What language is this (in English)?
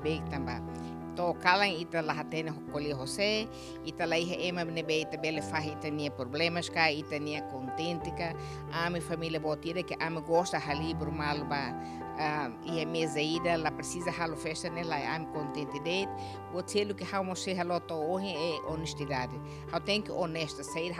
Tetum